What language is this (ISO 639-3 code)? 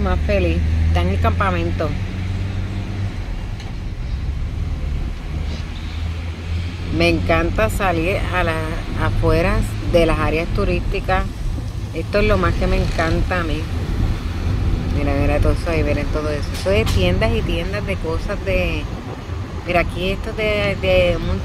spa